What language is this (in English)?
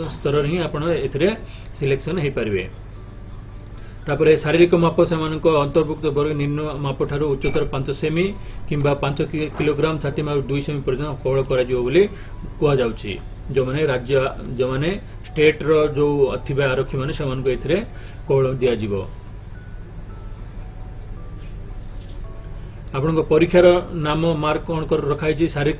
Odia